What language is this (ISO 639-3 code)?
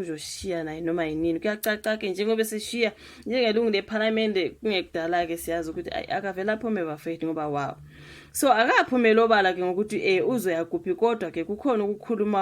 zul